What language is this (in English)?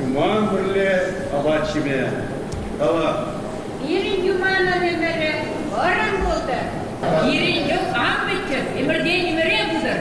Chuvash